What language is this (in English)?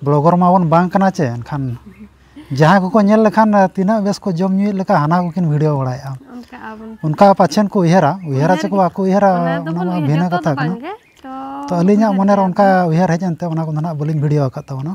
Santali